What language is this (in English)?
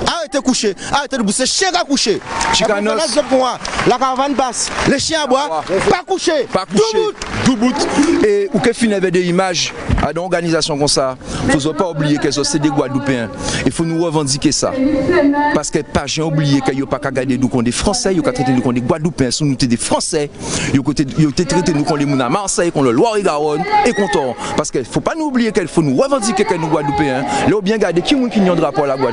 Guadeloupean Creole French